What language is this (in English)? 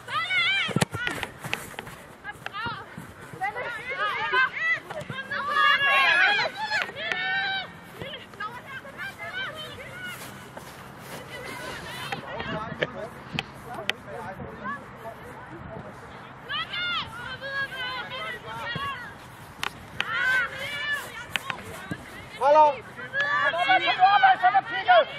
Danish